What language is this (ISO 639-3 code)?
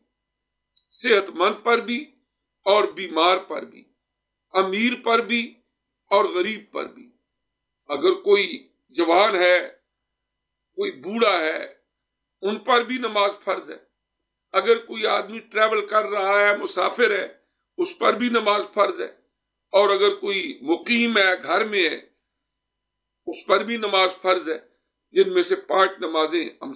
urd